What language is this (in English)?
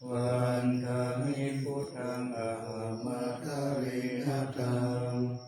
Pali